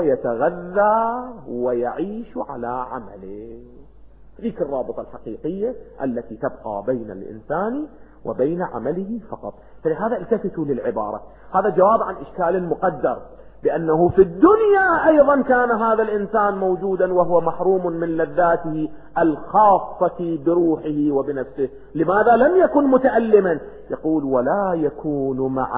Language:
Arabic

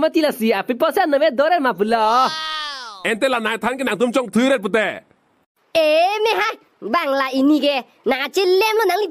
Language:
Karbi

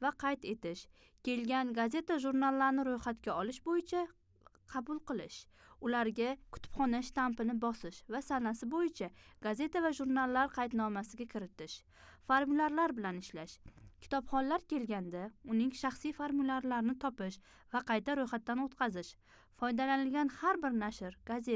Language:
Uzbek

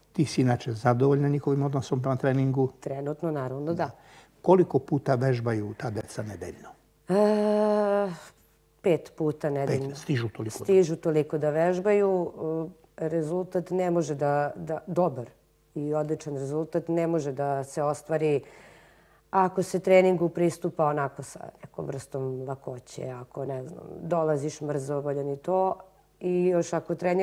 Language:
Serbian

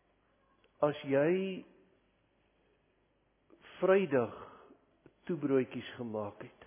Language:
Afrikaans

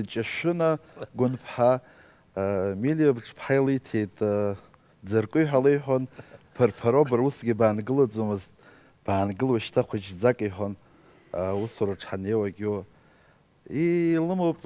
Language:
Abkhazian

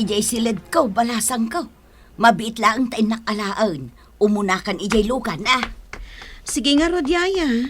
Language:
Iloko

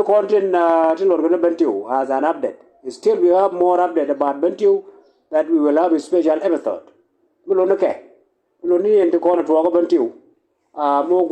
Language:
Nuer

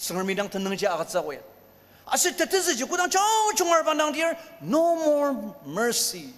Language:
Ao Naga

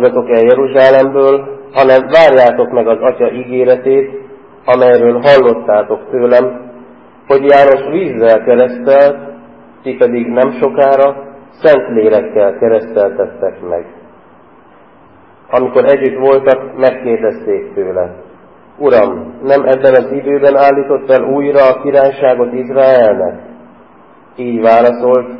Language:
Hungarian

